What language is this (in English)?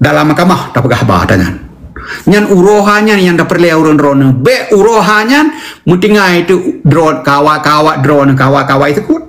Achinese